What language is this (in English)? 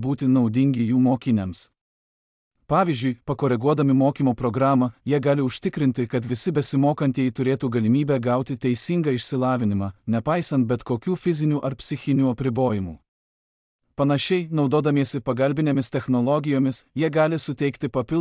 Lithuanian